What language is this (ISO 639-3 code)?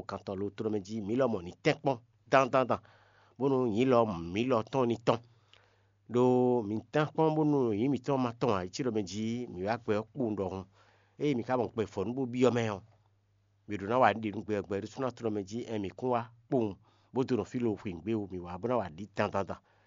fon